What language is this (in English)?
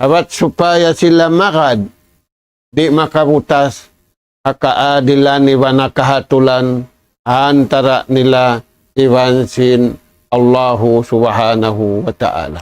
Tausug